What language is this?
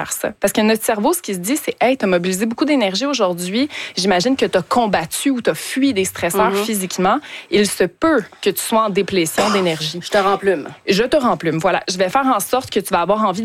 French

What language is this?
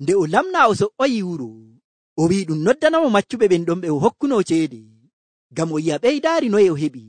Nigerian Fulfulde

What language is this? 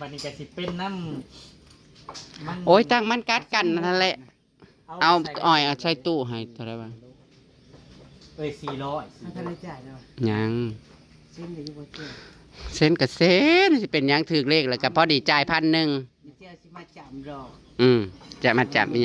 Northeastern Thai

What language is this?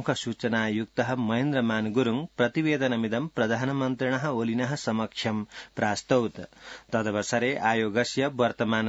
Sanskrit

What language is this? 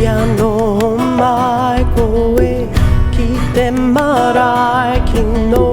Māori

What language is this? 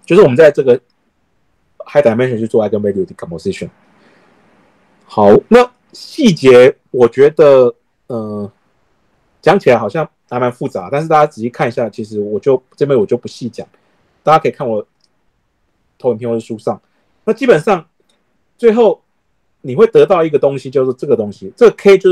Chinese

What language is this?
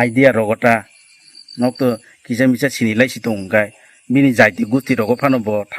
Kok Borok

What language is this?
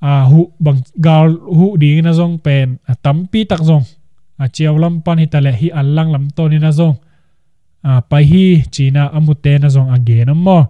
Tedim Chin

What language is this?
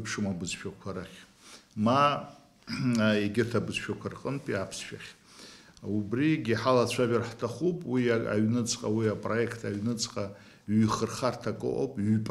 Abkhazian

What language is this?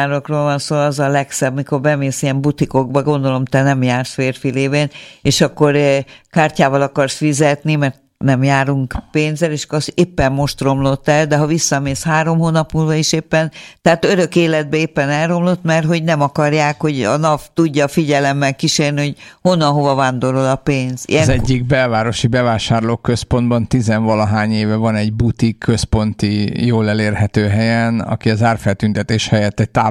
Hungarian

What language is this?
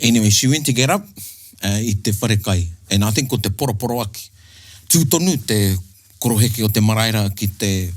Māori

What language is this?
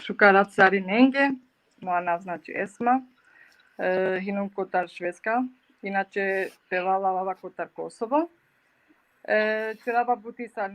Balkan Romani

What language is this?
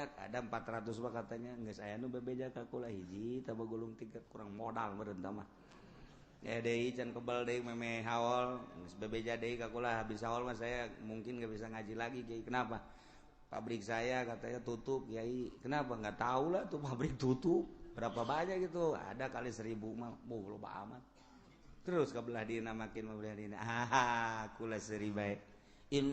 Sundanese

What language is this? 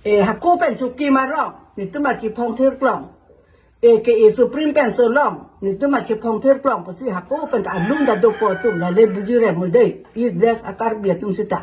Karbi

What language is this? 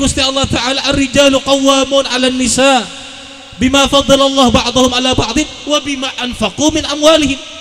Madurese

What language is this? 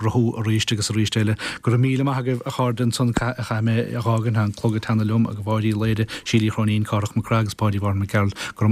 Irish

